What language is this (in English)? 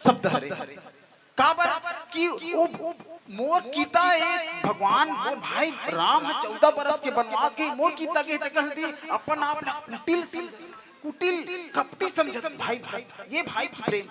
Chhattisgarhi